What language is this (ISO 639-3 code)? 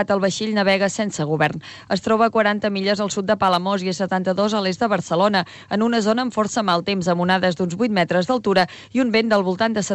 cat